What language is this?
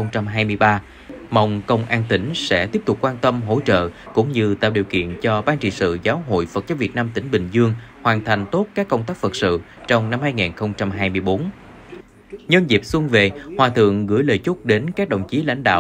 Vietnamese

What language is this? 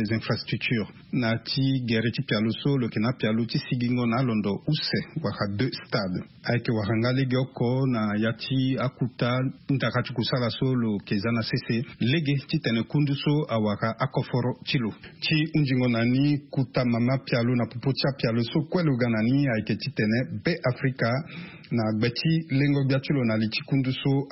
Sango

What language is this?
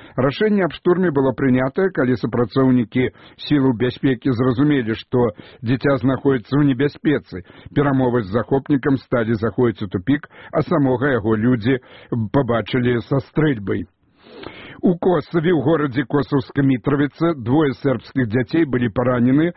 Belarusian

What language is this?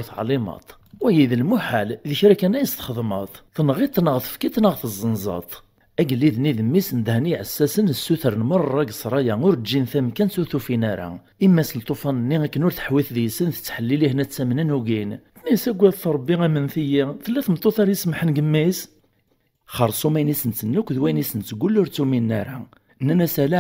Kabyle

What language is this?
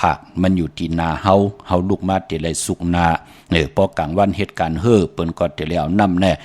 Shan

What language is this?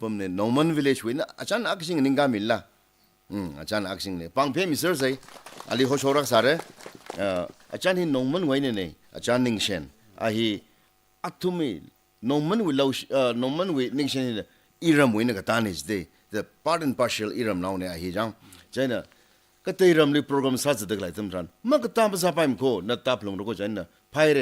Tangkhul Naga (India)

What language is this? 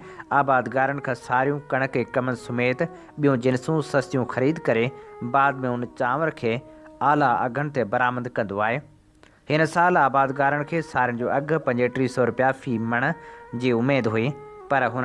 Sindhi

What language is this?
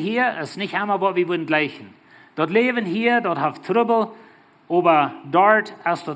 Plautdietsch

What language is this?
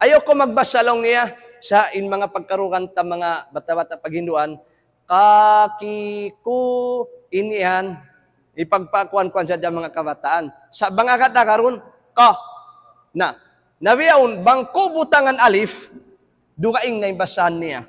Tausug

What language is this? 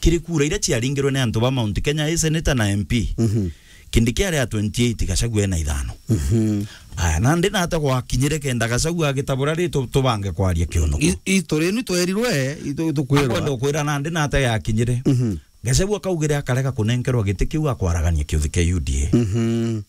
Meru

